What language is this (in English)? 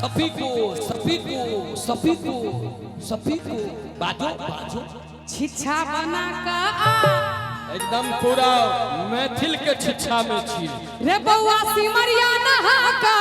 Maithili